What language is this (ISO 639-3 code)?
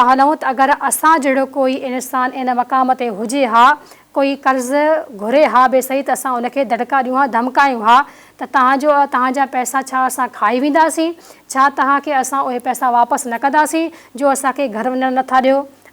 snd